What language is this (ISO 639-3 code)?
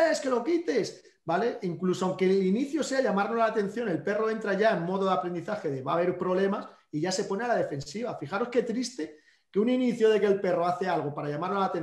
spa